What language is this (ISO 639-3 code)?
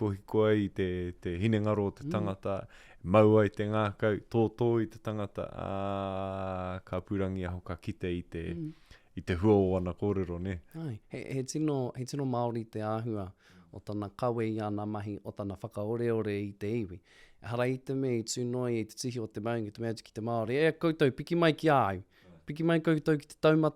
mri